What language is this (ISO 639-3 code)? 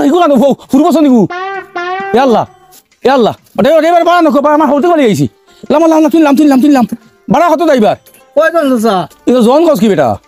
syl